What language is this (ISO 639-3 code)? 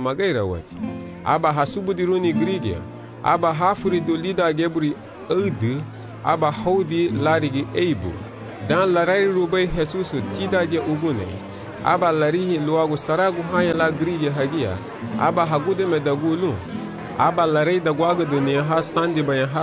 cab